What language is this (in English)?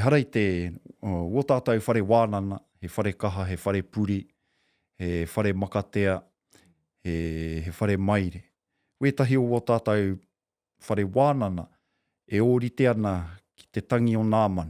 Māori